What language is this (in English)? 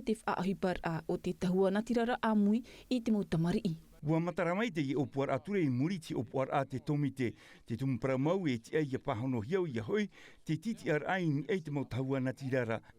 Tahitian